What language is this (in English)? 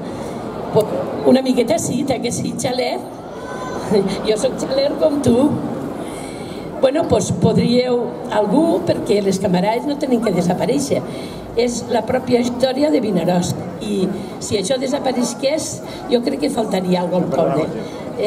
Catalan